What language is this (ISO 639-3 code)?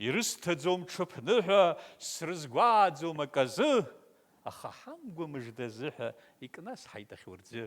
abk